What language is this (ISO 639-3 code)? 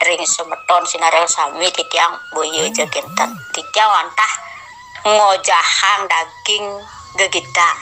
ban